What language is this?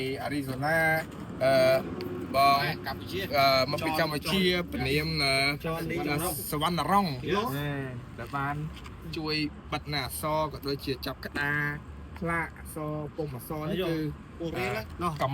Khmer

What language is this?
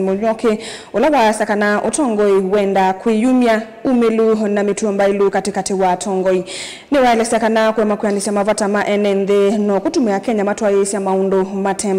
Kamba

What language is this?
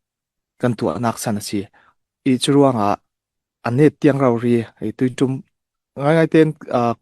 Falam Chin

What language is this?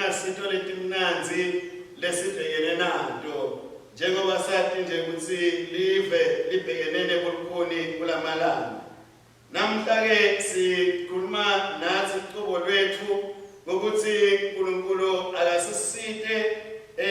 Swati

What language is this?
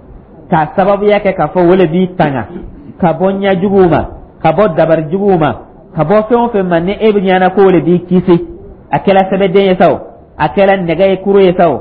Dyula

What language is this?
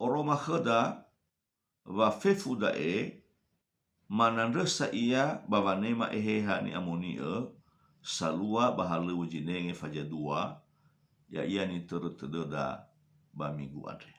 Nias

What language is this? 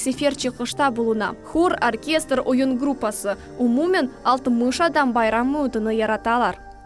Crimean Tatar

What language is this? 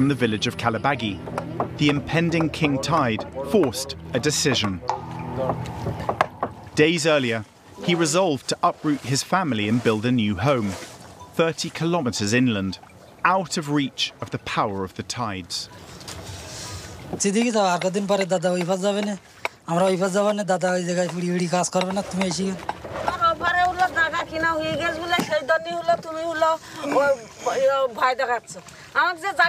Bangla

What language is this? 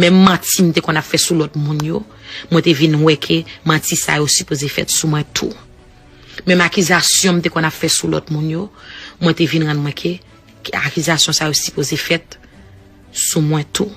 Haitian Creole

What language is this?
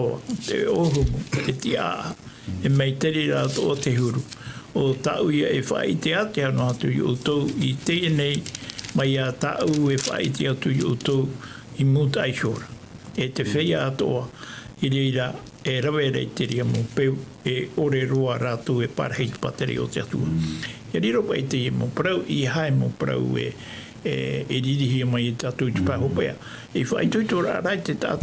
Tahitian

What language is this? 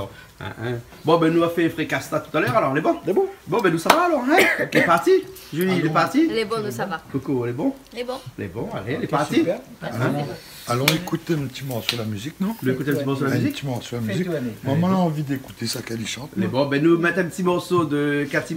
Réunion Creole French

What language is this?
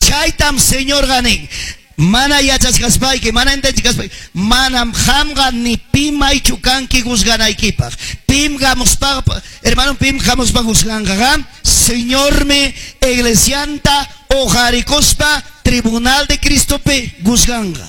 Ayacucho Quechua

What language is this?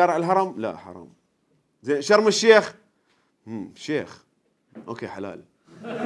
Mesopotamian Arabic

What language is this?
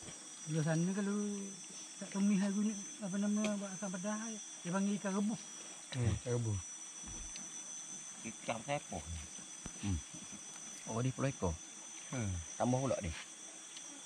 Malay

